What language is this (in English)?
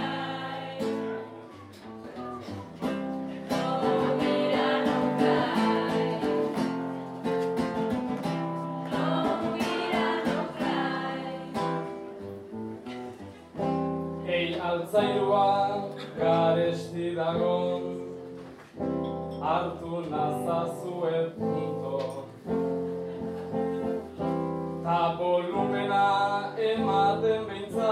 Basque